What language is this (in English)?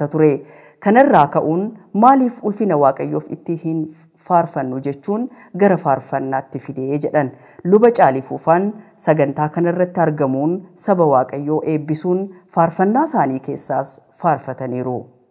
Oromo